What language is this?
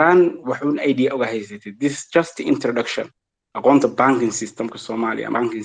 Somali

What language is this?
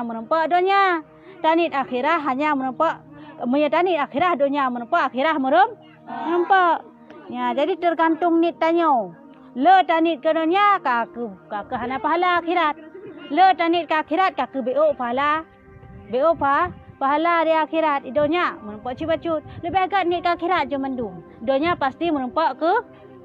Achinese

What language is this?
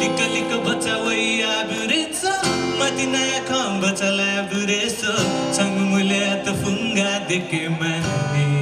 Newari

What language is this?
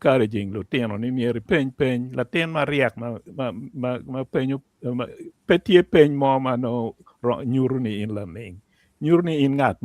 Acoli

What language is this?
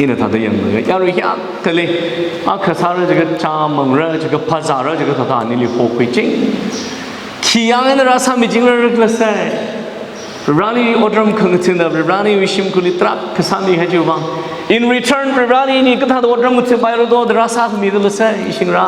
Tangkhul Naga (India)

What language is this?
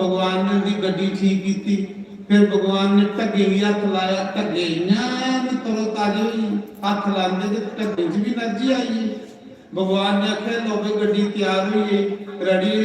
Dogri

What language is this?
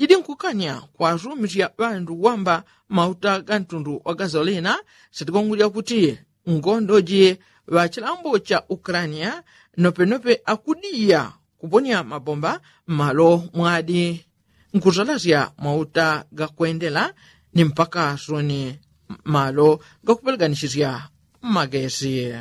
Yao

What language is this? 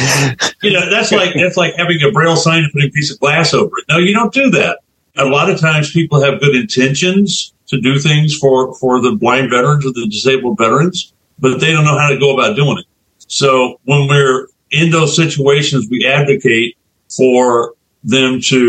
English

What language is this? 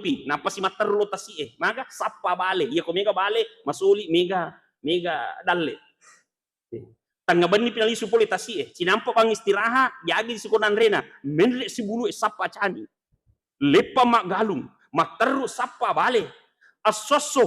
Buginese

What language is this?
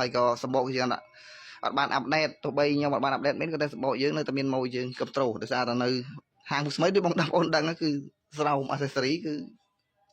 Khmer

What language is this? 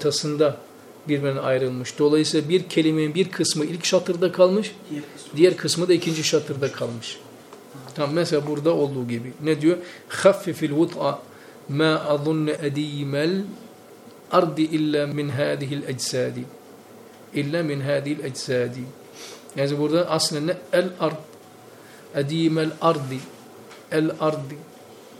Turkish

